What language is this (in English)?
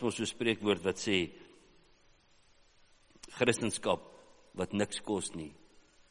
Afrikaans